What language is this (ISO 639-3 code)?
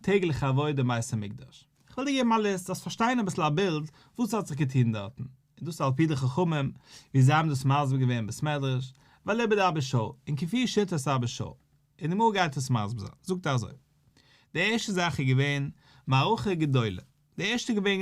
yid